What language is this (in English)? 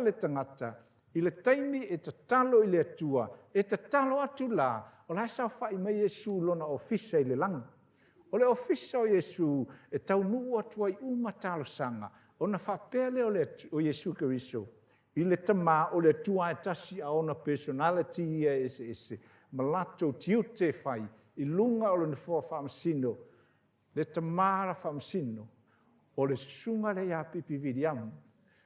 Samoan